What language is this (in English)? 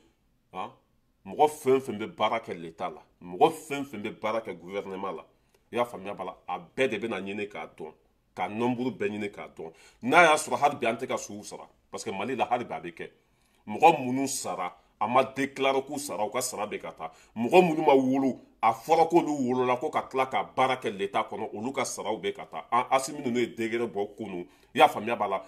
Bambara